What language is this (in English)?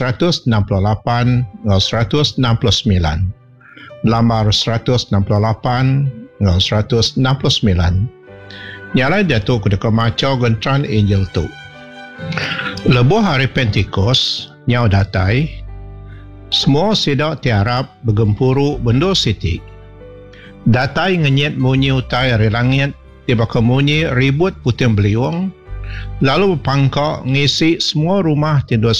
Iban